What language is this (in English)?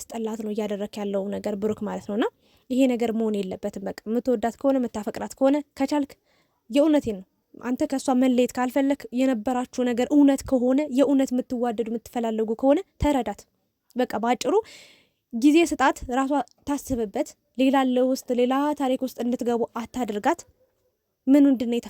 Amharic